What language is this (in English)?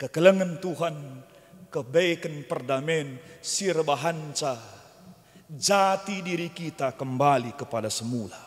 Batak Karo